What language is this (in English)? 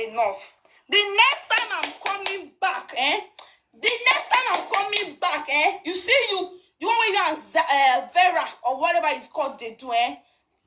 Nigerian Pidgin